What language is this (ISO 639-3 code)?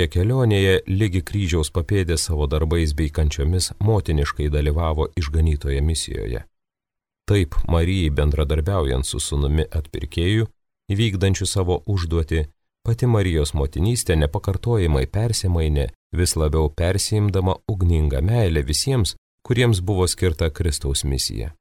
lit